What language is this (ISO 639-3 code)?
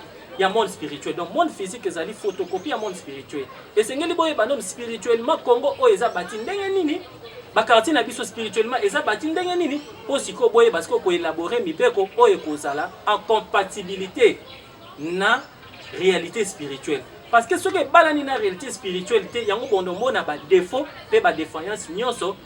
lin